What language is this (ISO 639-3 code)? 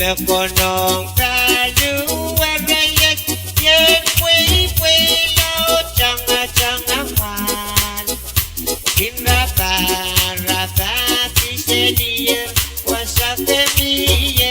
pon